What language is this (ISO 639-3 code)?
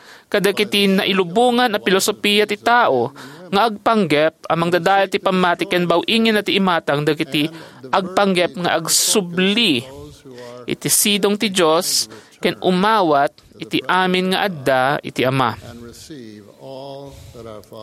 ilo